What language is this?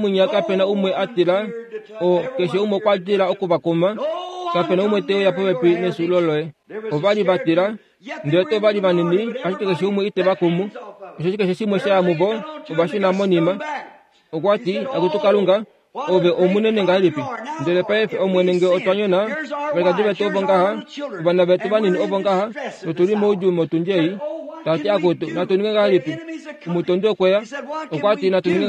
Kuanyama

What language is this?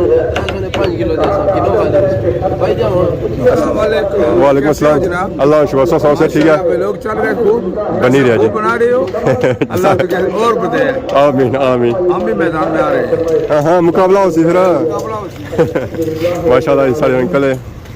Pahari-Potwari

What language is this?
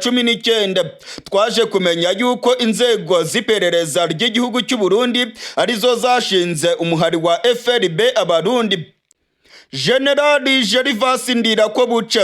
Rundi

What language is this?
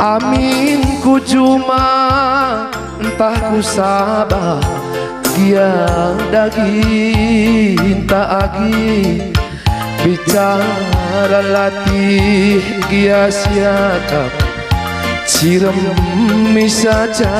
Batak Karo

